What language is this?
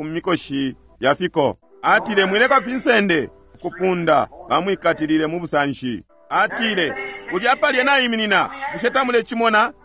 Bemba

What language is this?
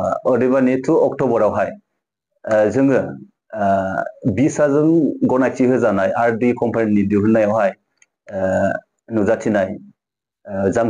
Bodo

